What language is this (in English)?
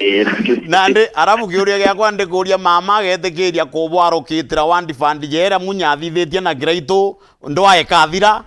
Meru